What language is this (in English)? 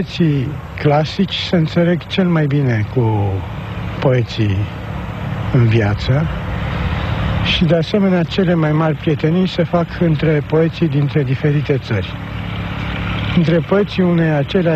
Romanian